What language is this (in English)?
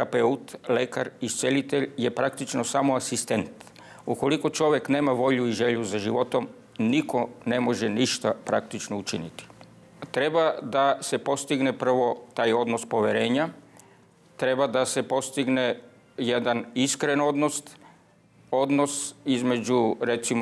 Serbian